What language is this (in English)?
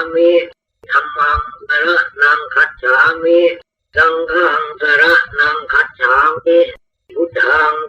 Pali